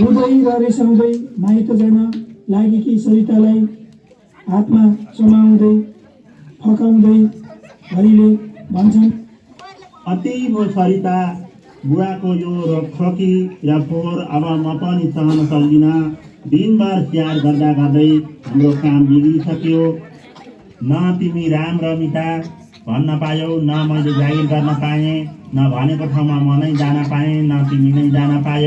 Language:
Nepali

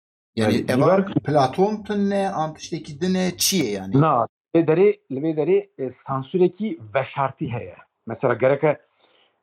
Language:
Kurdish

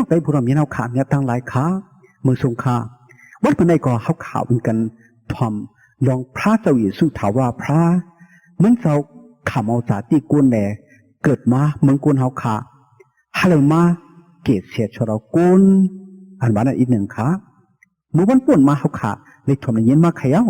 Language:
Shan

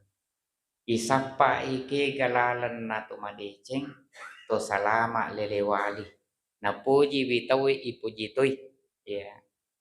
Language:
Buginese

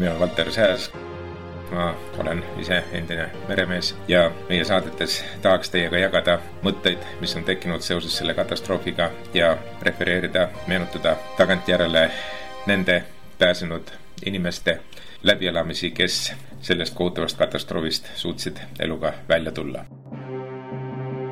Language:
Estonian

